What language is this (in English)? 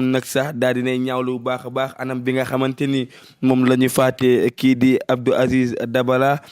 Wolof